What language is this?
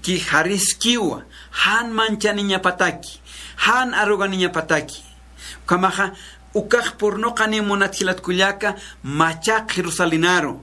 Aymara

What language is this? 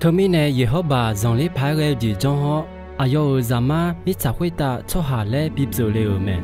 Akha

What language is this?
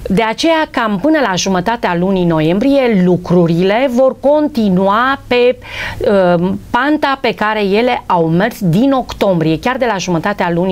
Romanian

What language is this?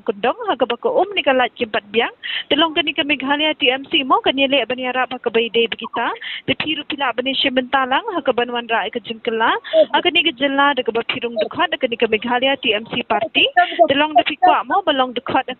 Khasi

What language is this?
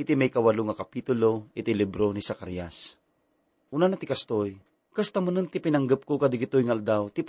Iloko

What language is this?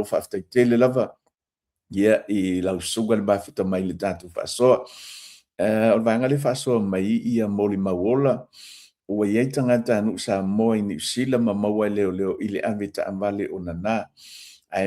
Samoan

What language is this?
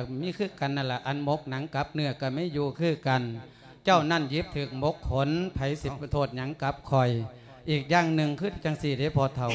Lao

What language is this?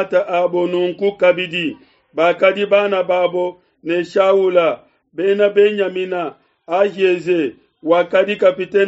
Luba-Lulua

